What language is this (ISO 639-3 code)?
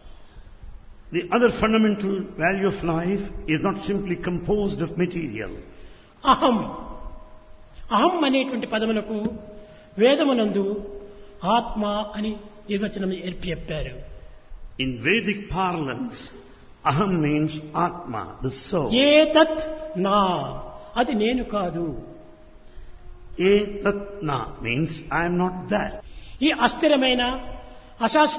tel